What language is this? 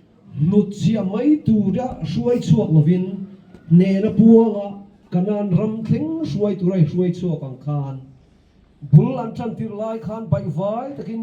Mizo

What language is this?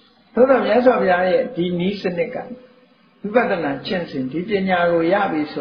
Burmese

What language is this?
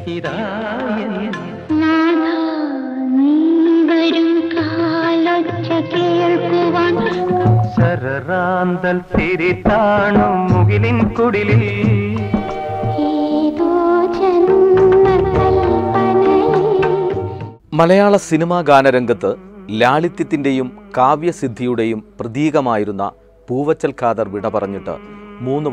Malayalam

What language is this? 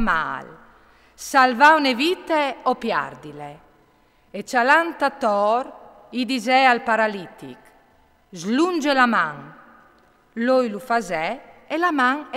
Friulian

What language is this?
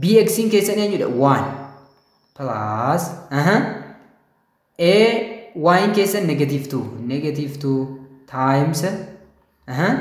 Oromo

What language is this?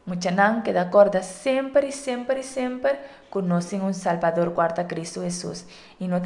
Papiamento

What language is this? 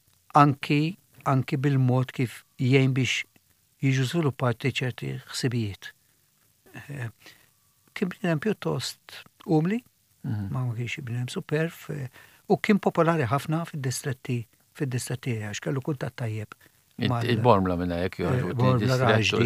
Maltese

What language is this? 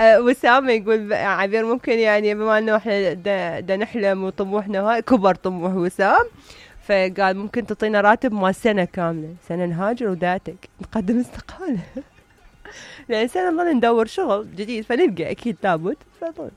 Mesopotamian Arabic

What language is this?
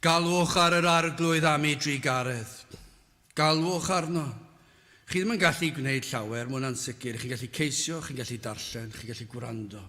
Welsh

